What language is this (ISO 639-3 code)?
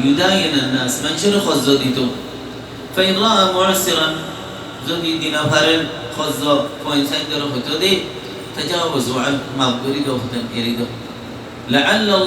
rhg